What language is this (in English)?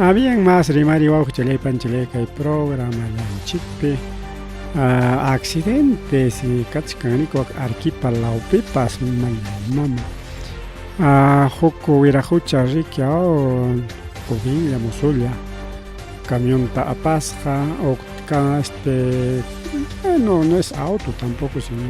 Ayacucho Quechua